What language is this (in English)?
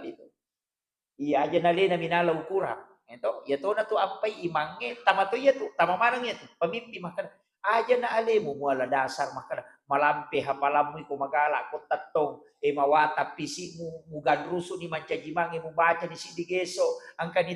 Buginese